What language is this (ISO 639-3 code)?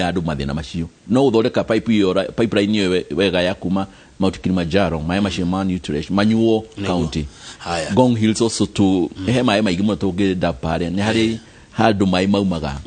kik